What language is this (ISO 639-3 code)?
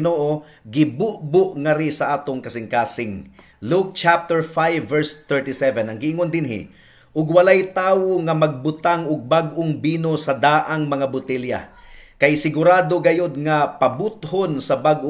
ceb